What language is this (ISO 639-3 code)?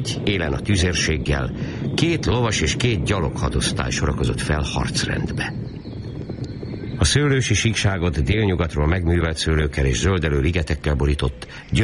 hun